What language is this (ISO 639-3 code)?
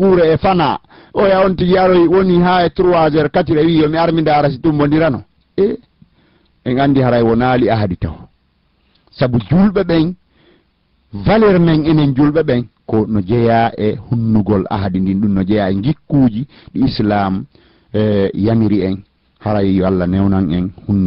ful